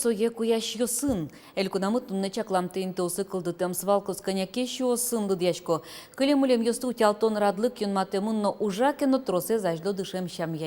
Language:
Udmurt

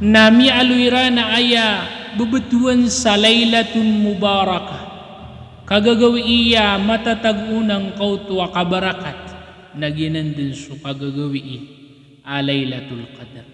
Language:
Maranao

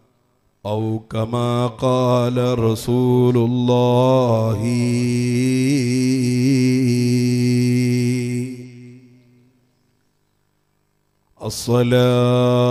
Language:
Malayalam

